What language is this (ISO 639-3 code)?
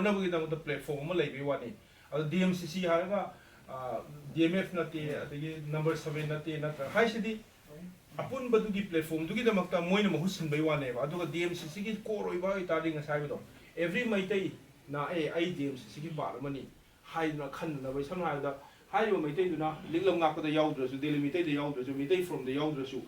mni